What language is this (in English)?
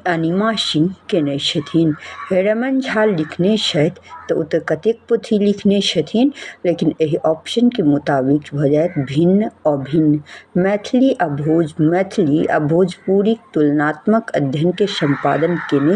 Maithili